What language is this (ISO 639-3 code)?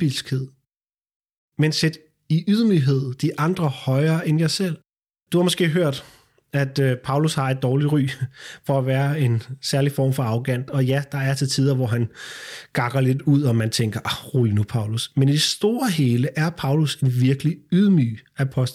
dan